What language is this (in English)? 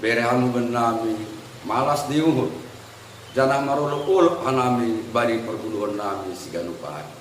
Batak Simalungun